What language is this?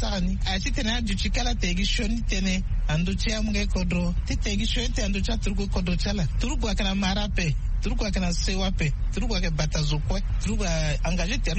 Sango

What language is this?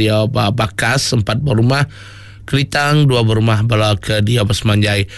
Iban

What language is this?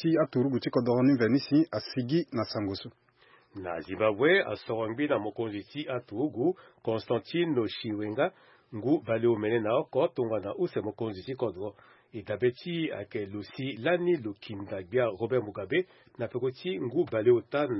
Sango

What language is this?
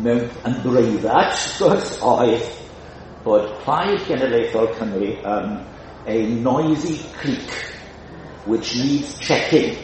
Welsh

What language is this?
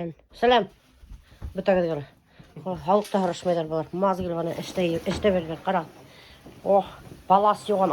Bashkir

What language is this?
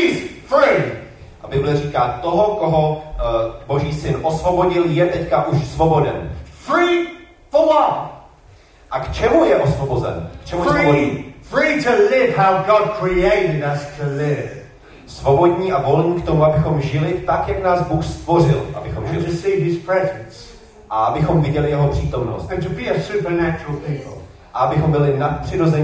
Czech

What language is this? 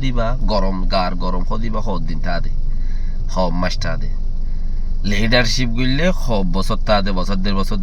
Rohingya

